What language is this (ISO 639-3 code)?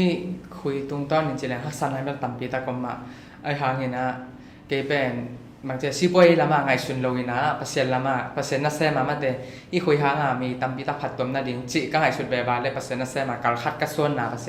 ctd